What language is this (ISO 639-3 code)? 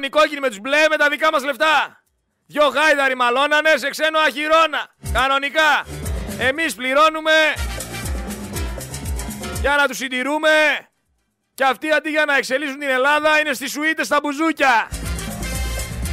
ell